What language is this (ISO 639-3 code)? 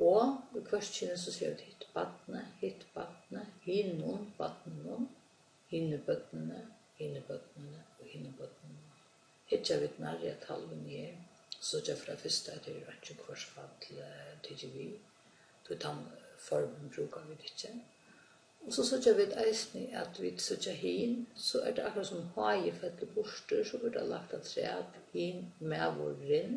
fao